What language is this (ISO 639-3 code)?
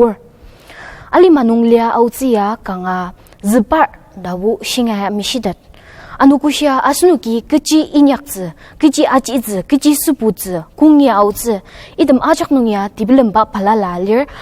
njo